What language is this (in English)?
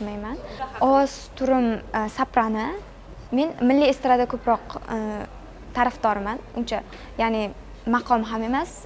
Uzbek